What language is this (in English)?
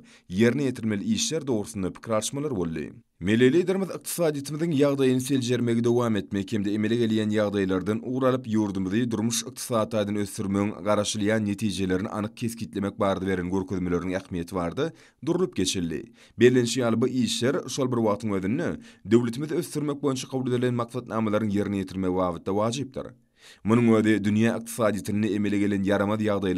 Turkmen